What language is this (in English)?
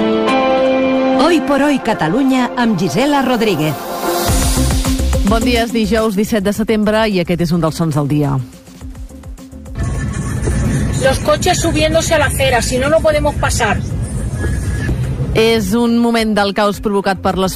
Catalan